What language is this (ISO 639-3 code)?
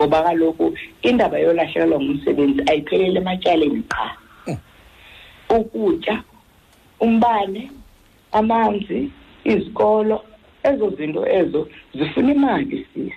xho